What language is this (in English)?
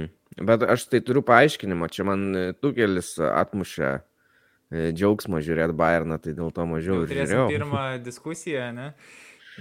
Lithuanian